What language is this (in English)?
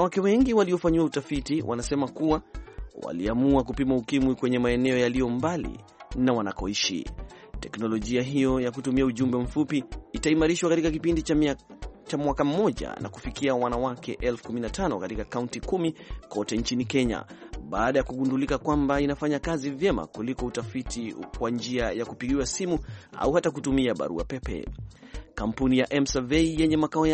Swahili